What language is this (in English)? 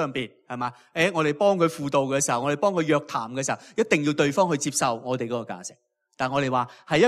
Cantonese